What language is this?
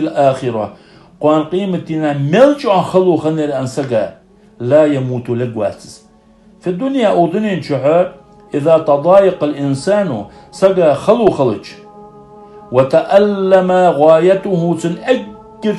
Ingush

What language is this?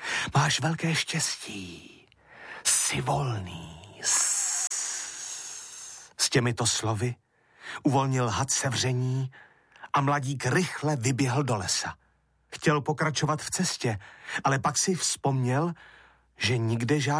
Czech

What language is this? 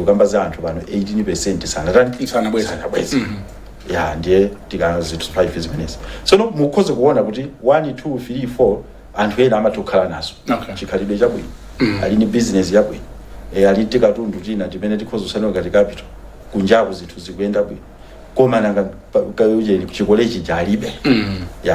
Nyanja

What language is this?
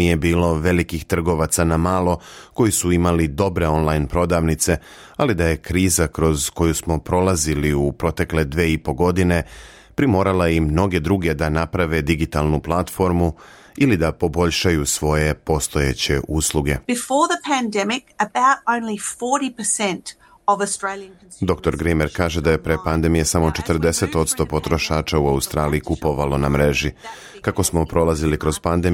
Serbian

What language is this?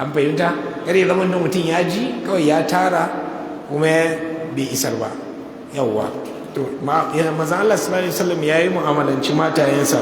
Hausa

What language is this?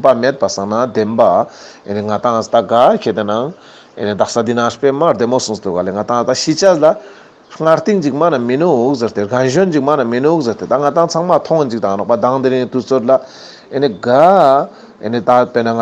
Ladakhi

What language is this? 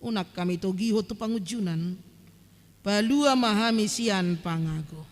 Batak Toba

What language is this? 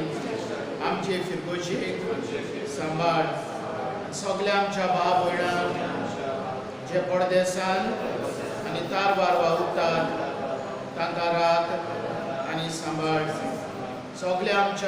Konkani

